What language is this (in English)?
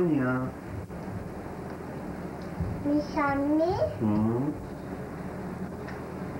Korean